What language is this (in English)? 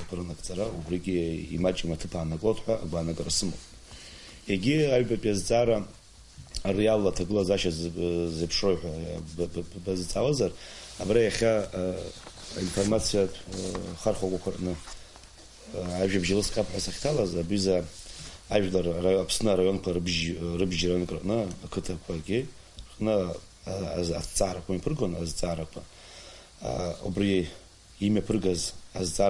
Abkhazian